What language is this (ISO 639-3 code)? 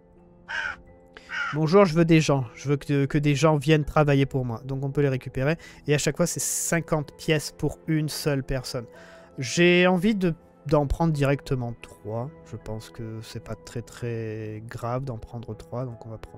fra